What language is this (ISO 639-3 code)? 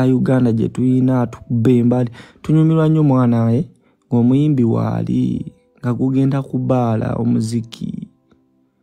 lug